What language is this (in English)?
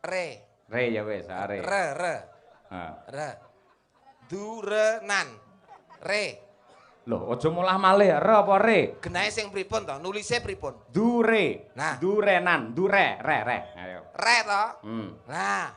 Javanese